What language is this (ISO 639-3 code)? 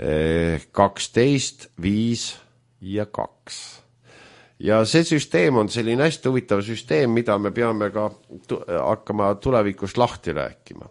est